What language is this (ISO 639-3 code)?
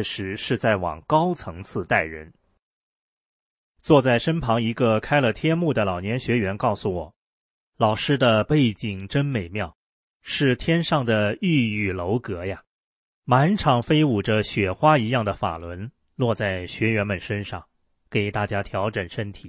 zho